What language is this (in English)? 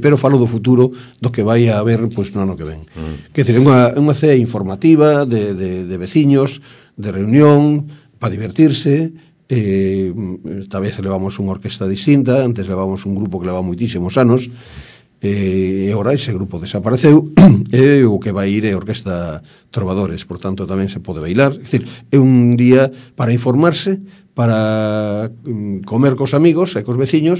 Galician